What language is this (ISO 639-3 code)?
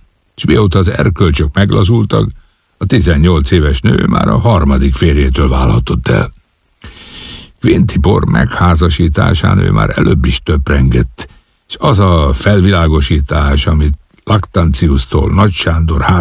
hun